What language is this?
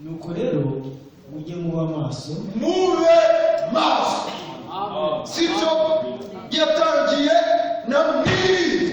Kinyarwanda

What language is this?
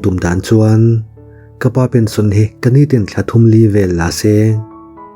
Mizo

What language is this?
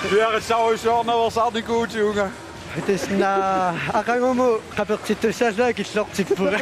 Kalaallisut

